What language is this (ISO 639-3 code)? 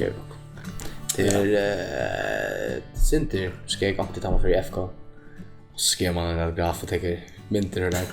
fao